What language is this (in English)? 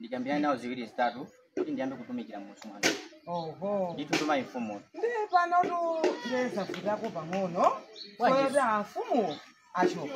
Nyanja